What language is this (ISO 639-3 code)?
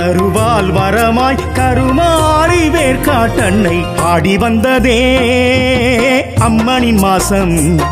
tam